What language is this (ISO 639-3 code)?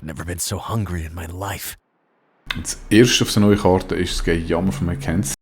gsw